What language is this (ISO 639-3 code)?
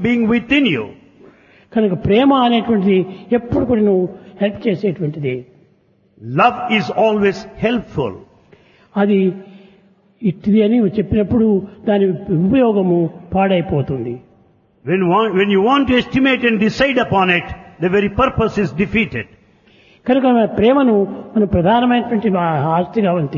tel